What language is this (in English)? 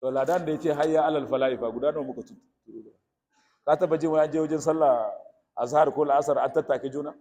Hausa